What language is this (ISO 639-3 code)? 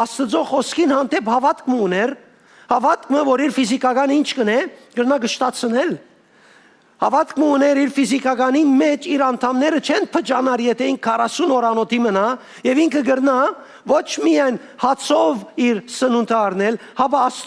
hyw